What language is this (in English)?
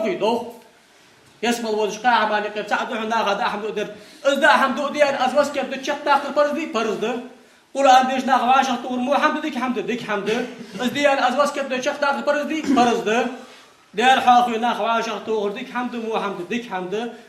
Ingush